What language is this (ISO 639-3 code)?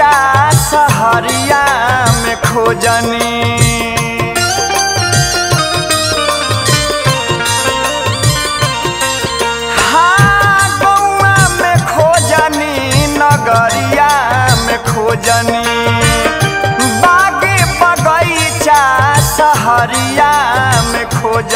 bho